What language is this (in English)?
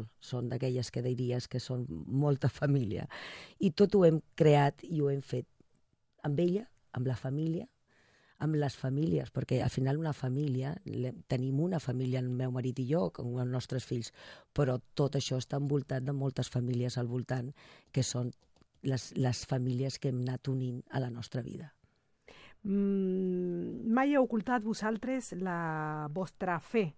Catalan